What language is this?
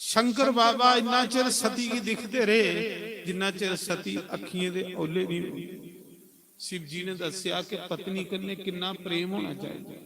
Dogri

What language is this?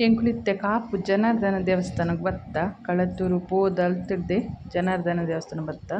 Tulu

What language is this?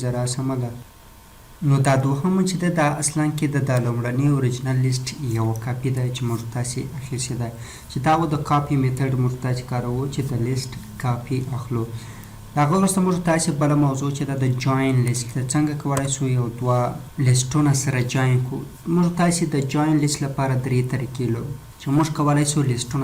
Pashto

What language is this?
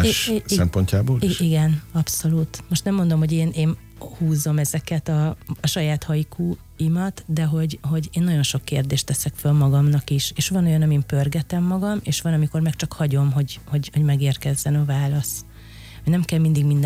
Hungarian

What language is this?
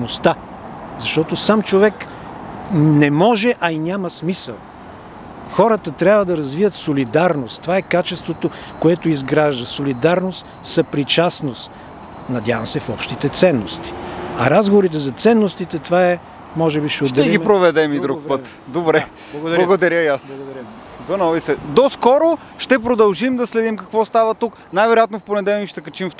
Bulgarian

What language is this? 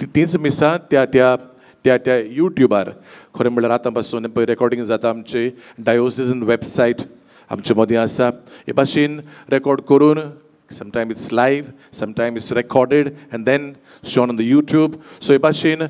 Konkani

